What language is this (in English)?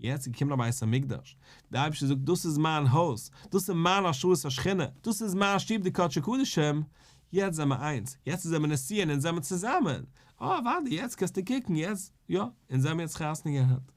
Yiddish